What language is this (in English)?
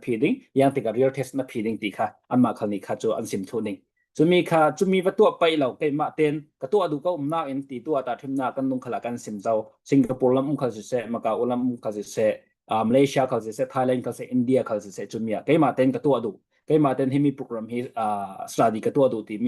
Falam Chin